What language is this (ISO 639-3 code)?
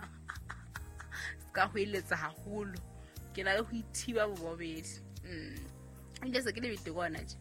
sot